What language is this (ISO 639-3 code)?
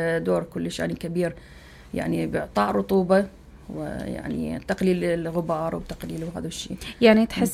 acm